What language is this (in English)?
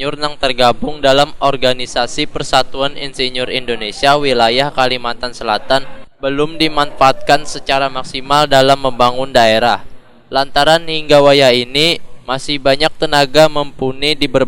Banjar